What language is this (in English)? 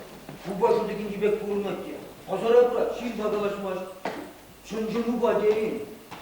Chuvash